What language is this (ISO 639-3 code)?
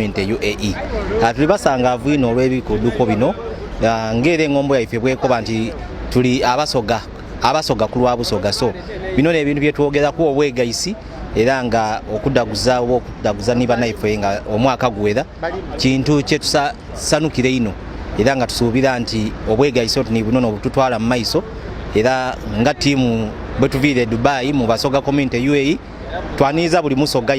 xog